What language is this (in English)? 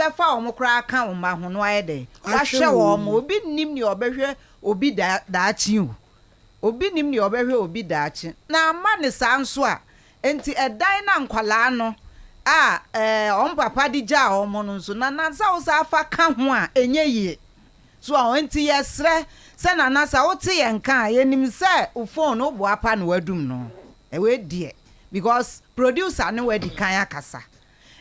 Akan